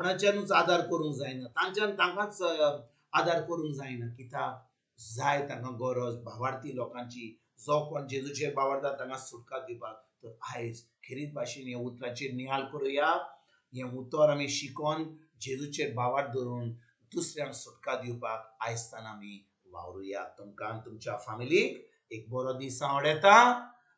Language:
Konkani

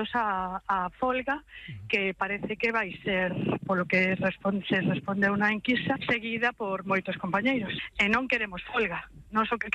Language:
Galician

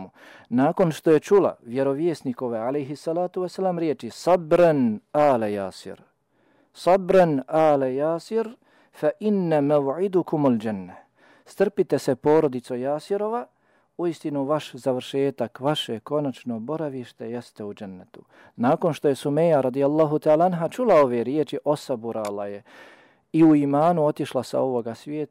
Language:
Bosnian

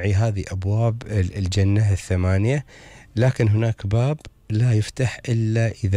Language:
Gulf Arabic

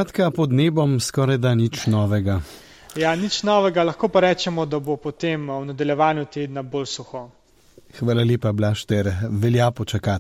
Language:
Slovenian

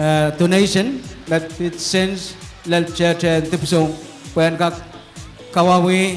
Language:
Pohnpeian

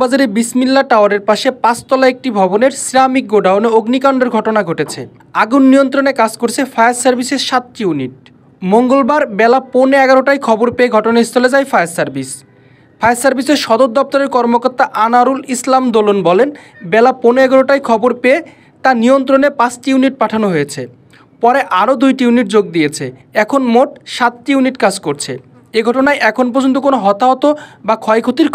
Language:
Bangla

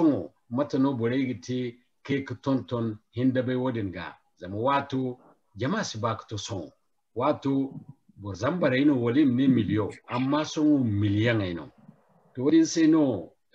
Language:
Zarma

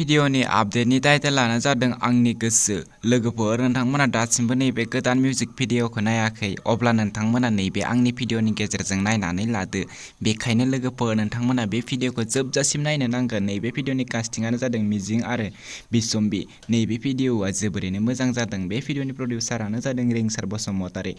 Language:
Bodo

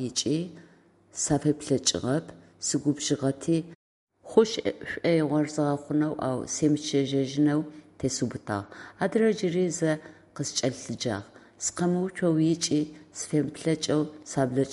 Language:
Adyghe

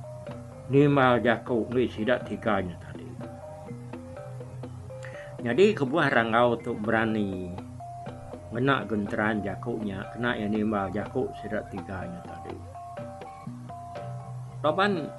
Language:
Iban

